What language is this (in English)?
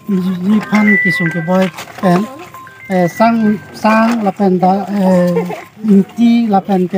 Karbi